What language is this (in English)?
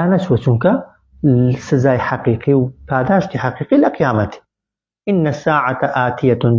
Central Kurdish